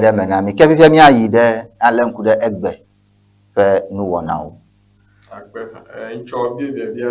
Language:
Ewe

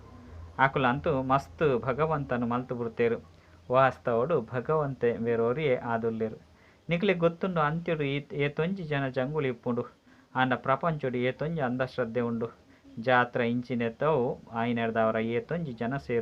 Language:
Tulu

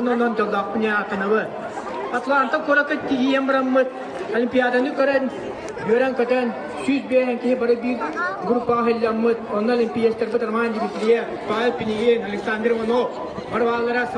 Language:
Yakut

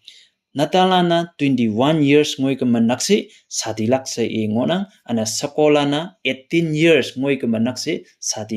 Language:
Konyak Naga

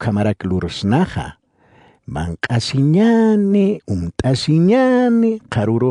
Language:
Aymara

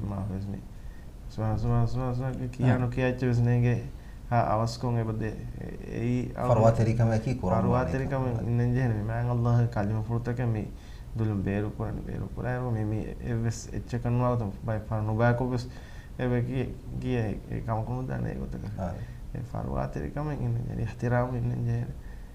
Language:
Divehi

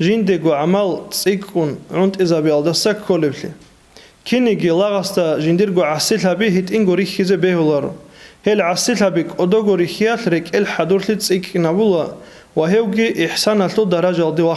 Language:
Avaric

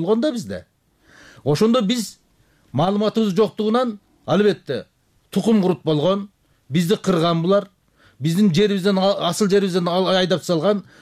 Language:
Kyrgyz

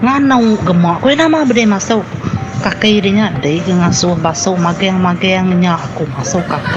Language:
Iban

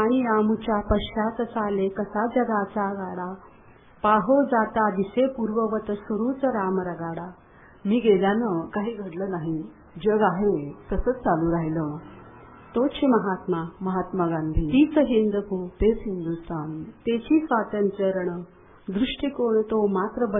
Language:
Marathi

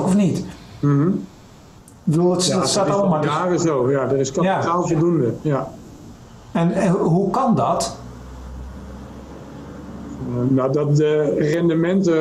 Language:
Dutch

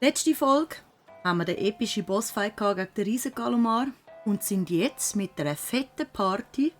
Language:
Swiss German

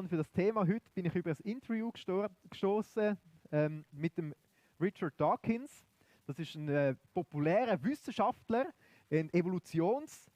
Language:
Swiss German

